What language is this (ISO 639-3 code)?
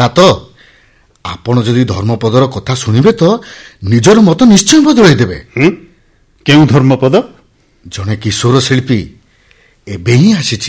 ori